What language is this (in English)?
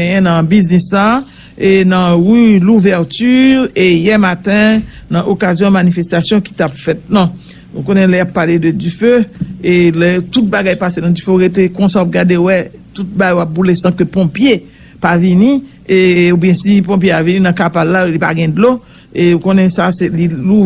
Haitian Creole